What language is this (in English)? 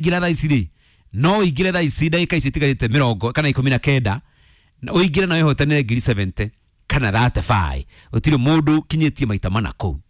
Kikuyu